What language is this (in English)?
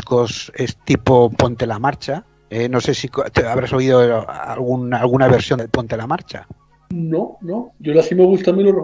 Spanish